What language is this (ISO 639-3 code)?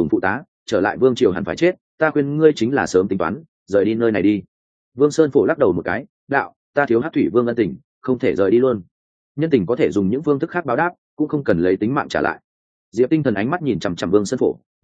vie